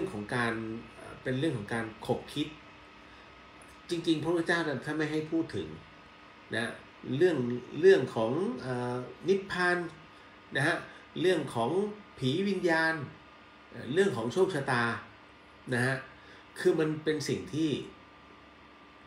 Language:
Thai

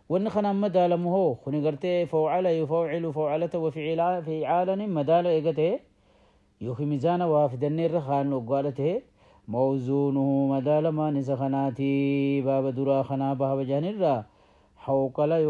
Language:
Oromo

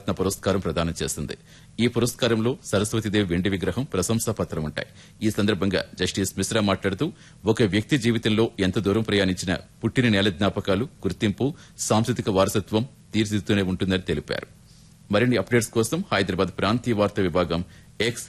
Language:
Telugu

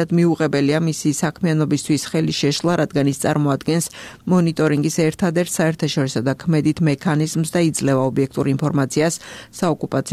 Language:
Georgian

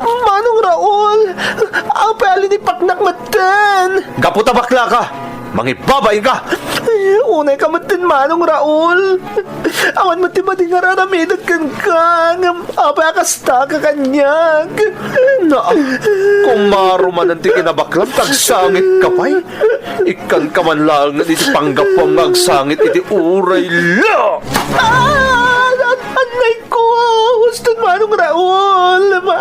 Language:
Iloko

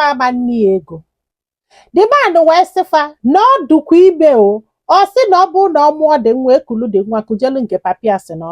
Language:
Igbo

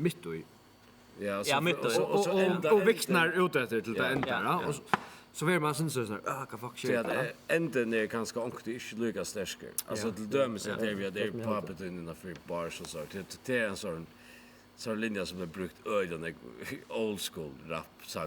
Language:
Faroese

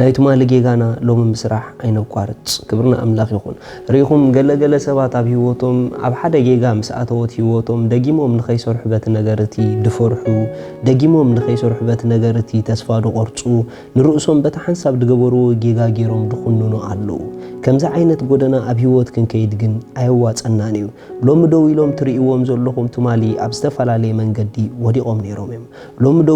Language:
Tigrinya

